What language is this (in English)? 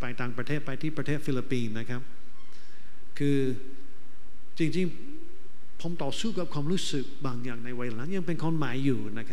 Thai